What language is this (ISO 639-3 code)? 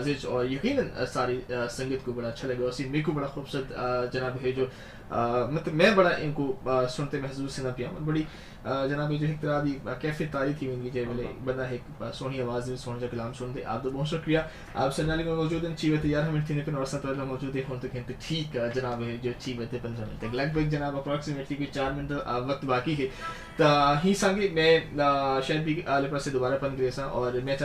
skr